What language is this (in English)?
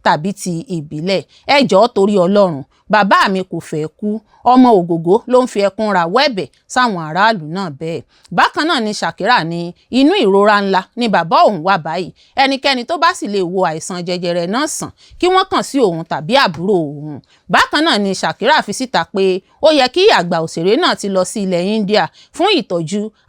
Yoruba